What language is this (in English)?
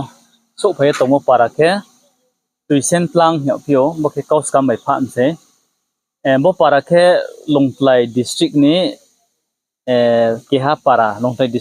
Riang (India)